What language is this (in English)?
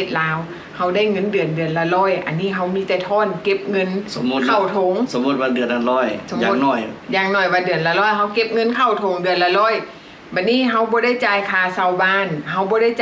Lao